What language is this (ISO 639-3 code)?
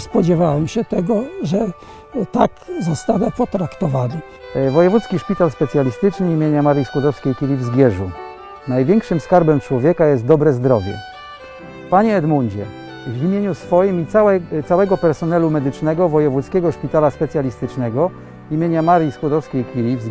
pol